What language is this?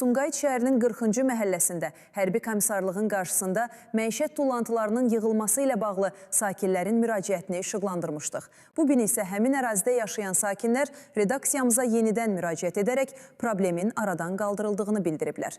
Azerbaijani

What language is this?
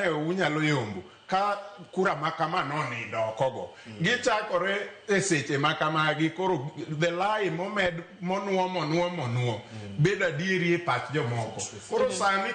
Luo (Kenya and Tanzania)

